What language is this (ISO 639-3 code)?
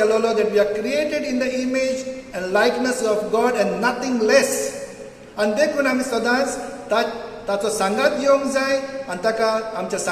kok